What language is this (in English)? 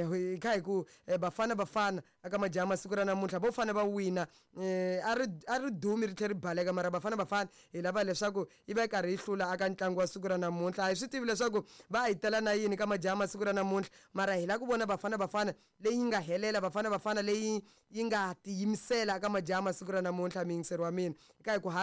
Tsonga